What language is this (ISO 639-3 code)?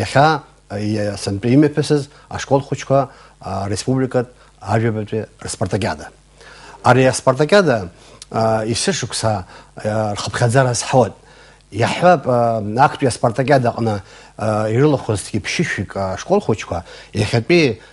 abk